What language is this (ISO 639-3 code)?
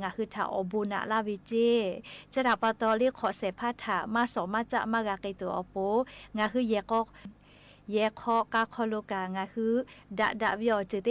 lhu